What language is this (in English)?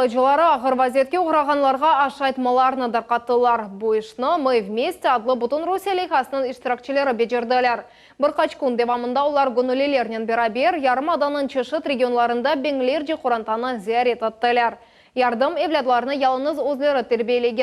Crimean Tatar